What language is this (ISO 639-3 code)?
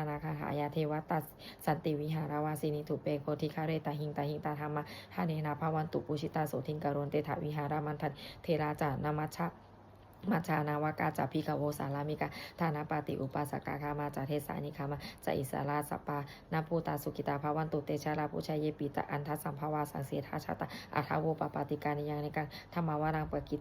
pli